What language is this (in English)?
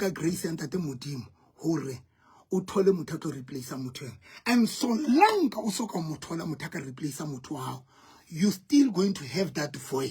Southern Sotho